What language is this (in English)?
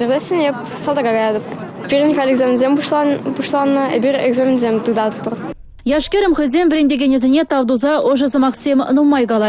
Chuvash